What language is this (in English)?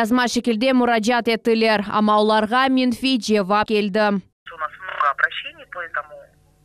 Crimean Tatar